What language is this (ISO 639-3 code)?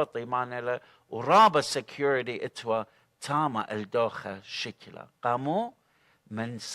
aii